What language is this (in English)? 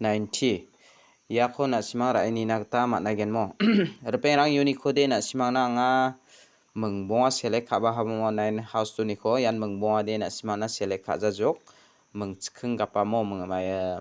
Garo